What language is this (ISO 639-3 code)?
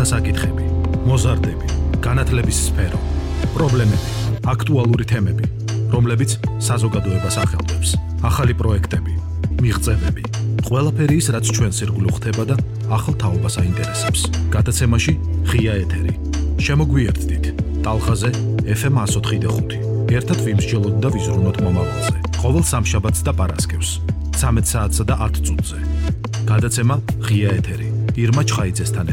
kat